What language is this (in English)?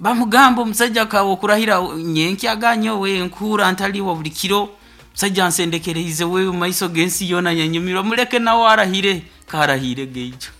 Nyoro